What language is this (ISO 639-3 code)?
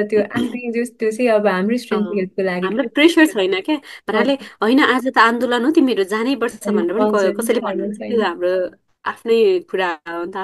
nep